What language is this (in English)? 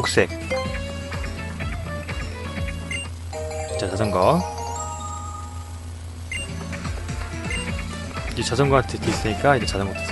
Korean